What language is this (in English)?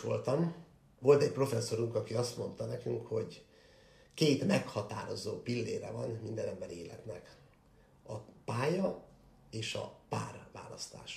Hungarian